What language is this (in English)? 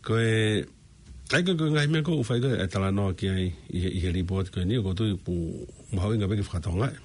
Tongan